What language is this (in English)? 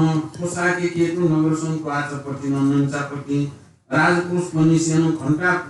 Newari